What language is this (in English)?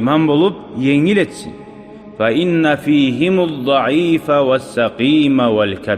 Kumyk